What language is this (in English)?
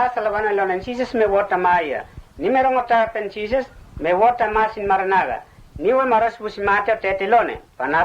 Mota